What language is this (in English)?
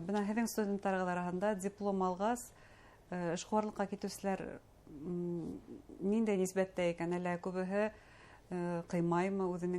Bashkir